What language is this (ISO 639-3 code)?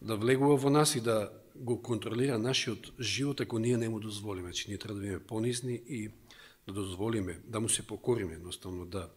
mkd